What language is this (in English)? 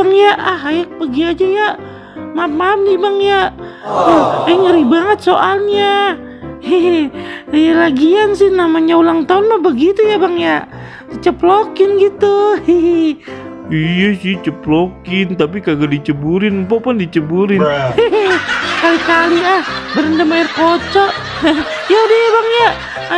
Betawi